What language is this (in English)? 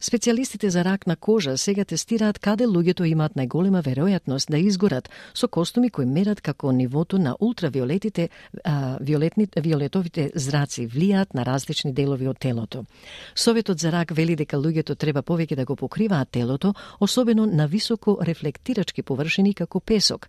Macedonian